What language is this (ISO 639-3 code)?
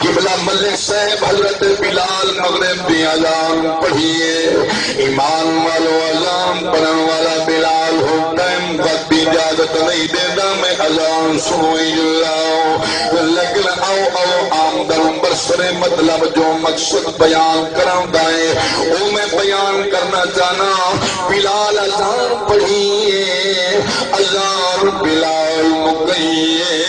skr